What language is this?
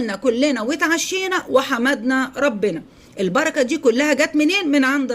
Egyptian Arabic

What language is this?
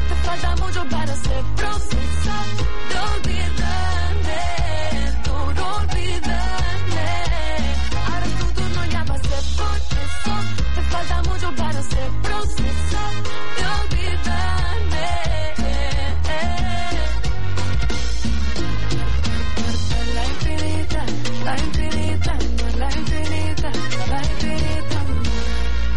Spanish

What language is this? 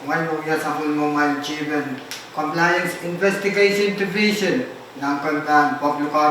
Pohnpeian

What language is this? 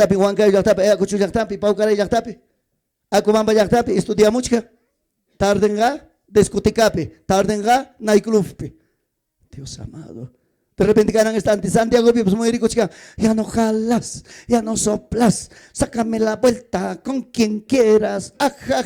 Ayacucho Quechua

